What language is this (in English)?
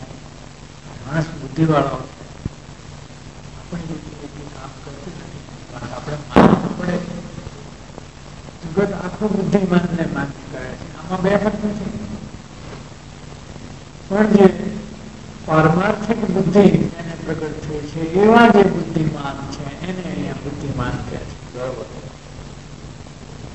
Gujarati